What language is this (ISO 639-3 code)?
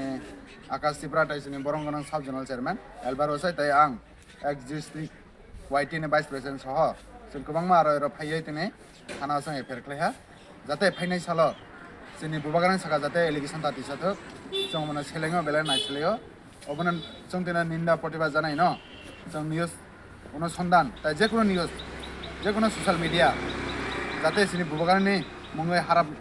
trp